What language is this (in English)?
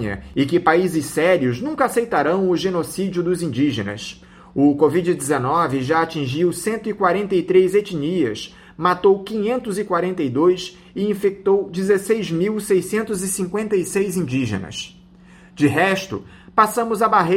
Portuguese